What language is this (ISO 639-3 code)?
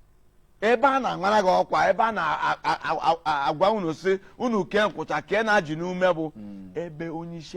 ibo